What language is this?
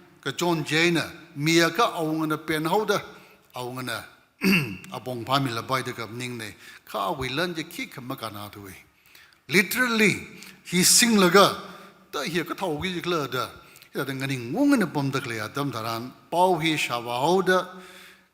Tangkhul Naga (India)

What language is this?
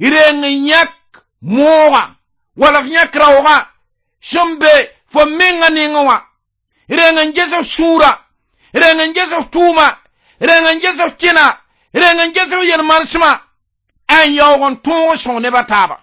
Mossi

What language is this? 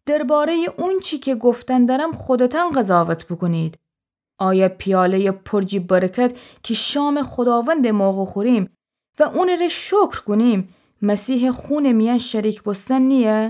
Gilaki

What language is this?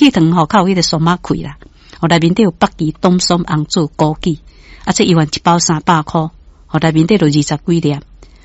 Min Nan Chinese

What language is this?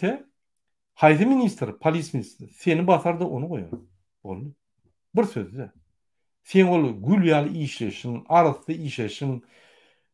Turkmen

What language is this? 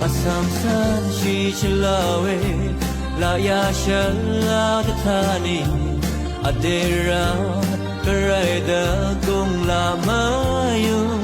Rawang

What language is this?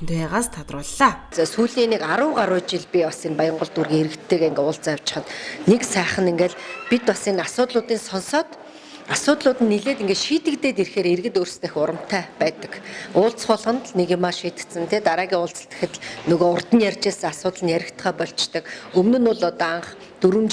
Mongolian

